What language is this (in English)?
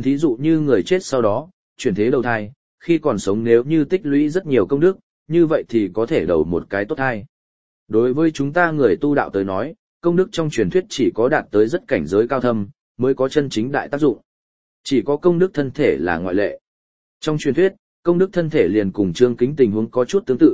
Vietnamese